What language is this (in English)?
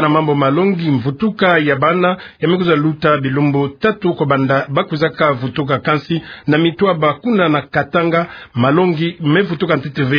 Kituba (Democratic Republic of Congo)